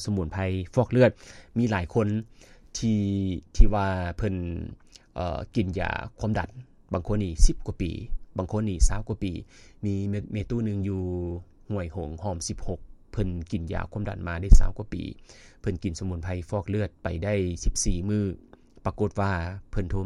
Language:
Lao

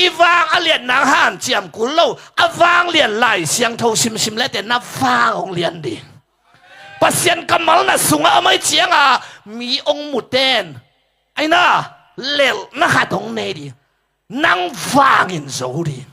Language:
Tedim Chin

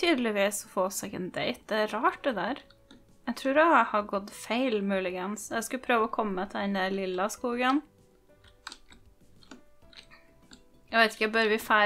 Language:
Norwegian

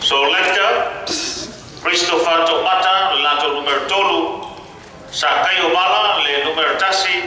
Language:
Samoan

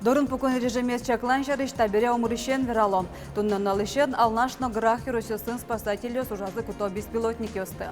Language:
Udmurt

